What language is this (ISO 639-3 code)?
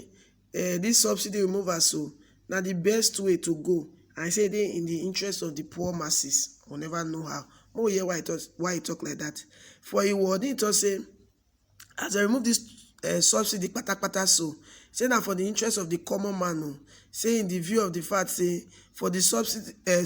pcm